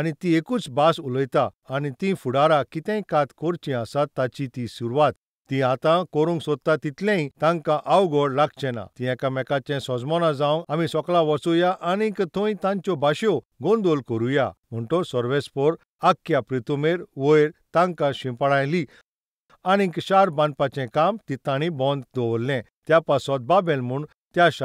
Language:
Konkani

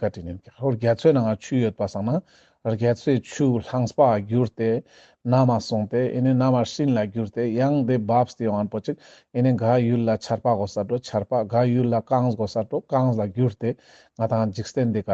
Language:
Ladakhi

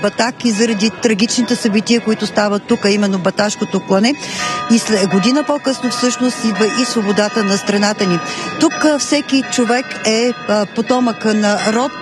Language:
Bulgarian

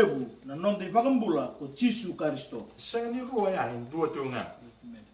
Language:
Fijian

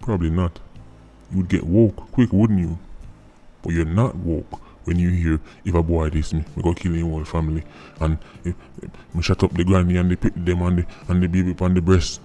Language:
Jamaican Creole English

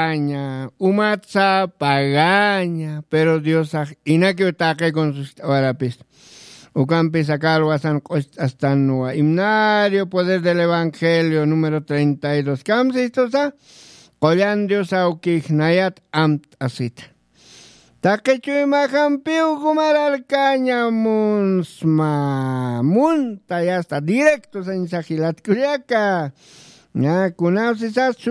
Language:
Aymara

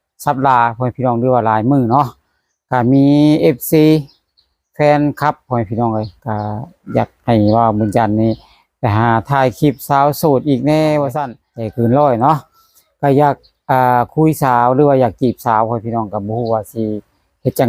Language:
Lao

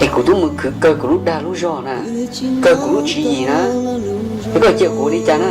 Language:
Hmong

